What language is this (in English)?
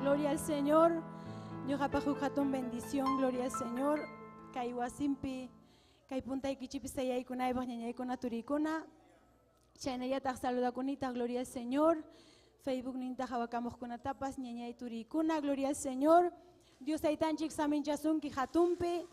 Ayacucho Quechua